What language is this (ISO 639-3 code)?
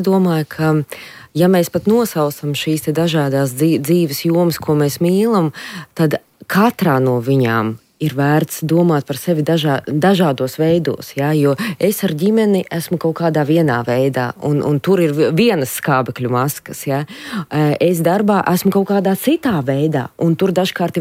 lav